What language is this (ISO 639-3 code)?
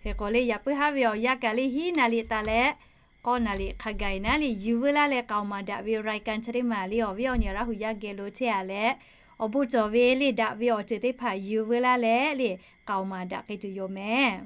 lhu